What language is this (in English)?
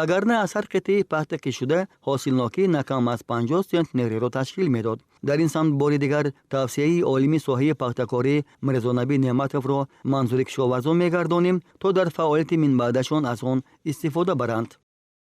Tajik